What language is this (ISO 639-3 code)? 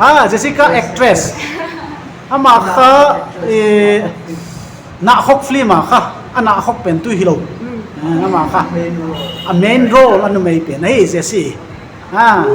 pck